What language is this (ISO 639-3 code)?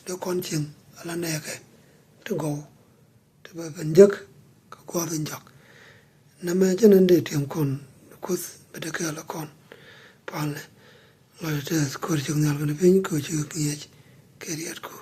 nus